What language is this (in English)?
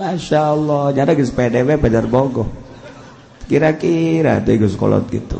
Sundanese